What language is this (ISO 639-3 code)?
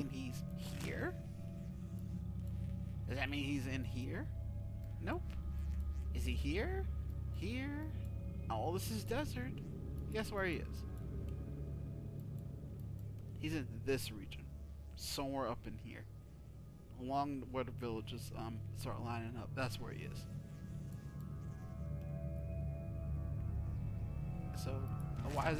eng